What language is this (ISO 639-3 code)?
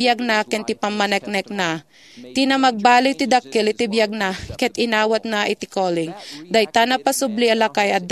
ilo